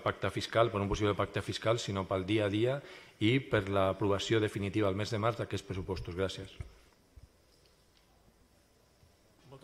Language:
Catalan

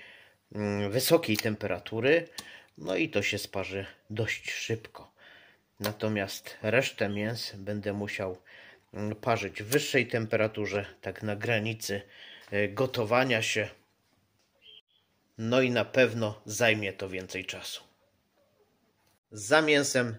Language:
Polish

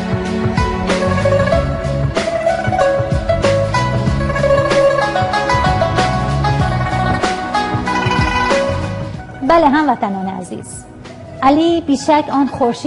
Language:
Persian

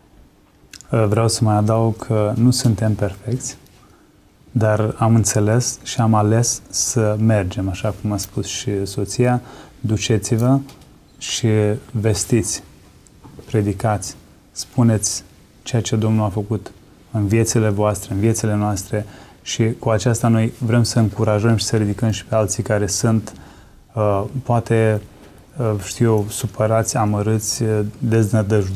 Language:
Romanian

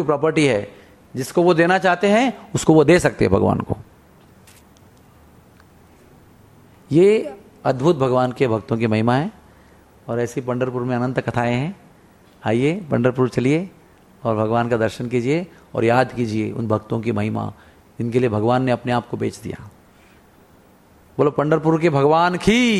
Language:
Hindi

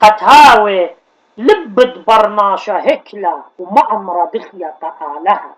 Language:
Assyrian Neo-Aramaic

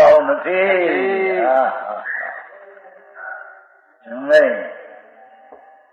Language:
Gujarati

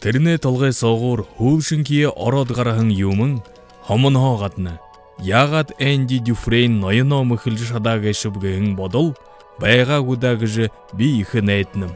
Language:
Buriat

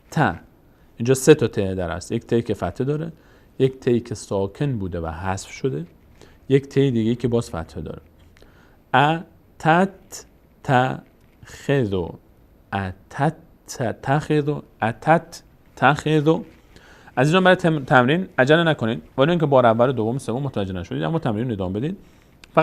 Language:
Persian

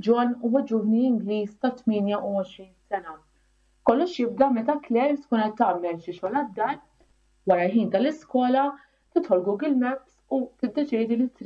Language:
Maltese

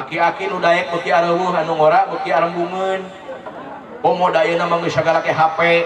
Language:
Sundanese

